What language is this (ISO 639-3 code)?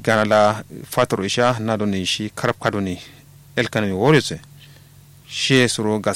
kau